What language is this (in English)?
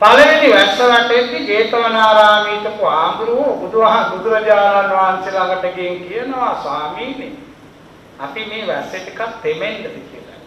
Sinhala